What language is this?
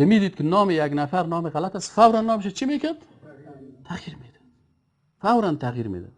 Persian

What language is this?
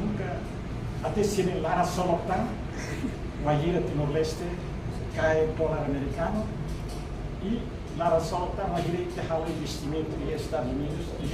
Tetum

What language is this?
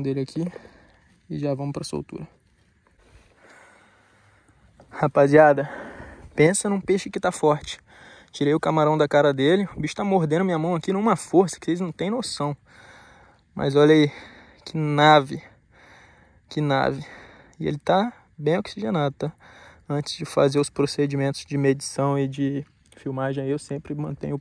Portuguese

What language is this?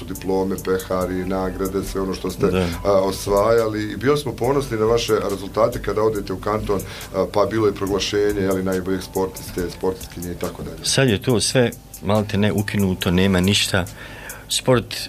Bosnian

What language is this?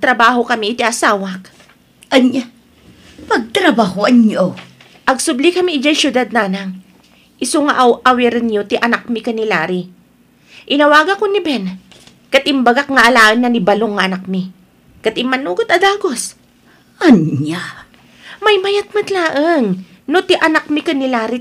Iloko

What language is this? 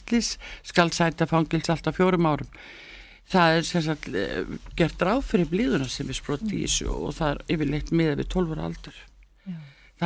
Icelandic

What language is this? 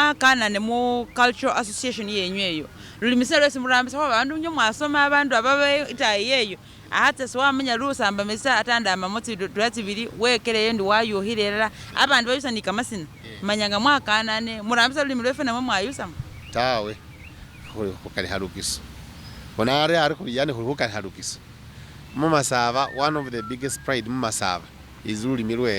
Masaaba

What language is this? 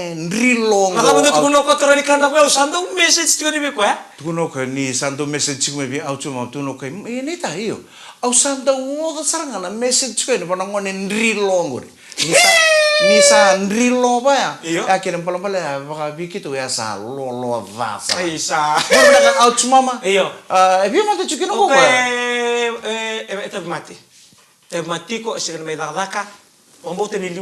Fijian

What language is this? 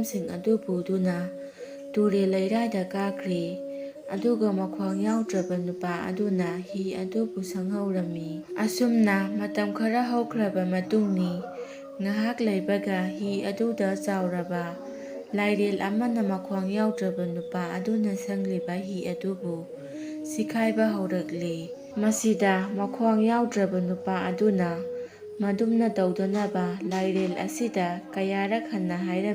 Manipuri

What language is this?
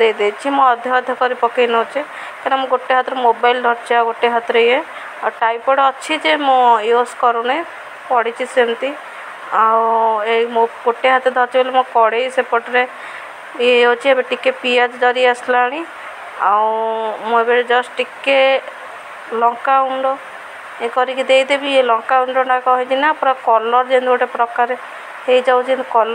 Odia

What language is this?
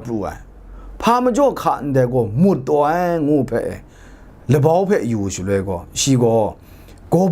Kachin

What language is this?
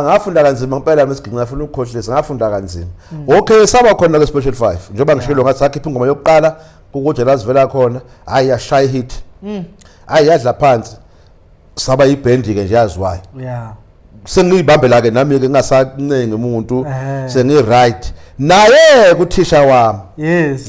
Zulu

